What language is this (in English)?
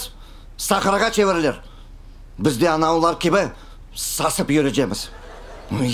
Crimean Tatar